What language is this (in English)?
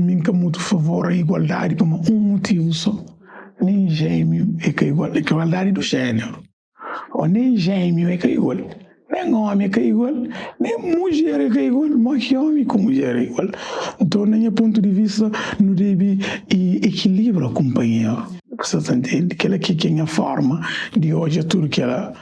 Kabuverdianu